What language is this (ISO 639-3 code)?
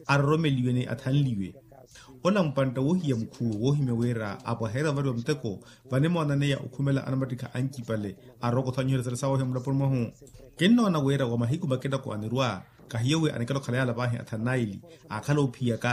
vmw